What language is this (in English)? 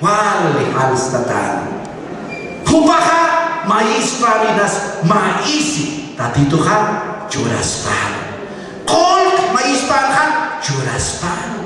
Aymara